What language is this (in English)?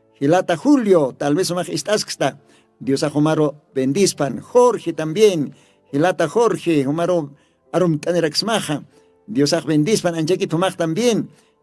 Aymara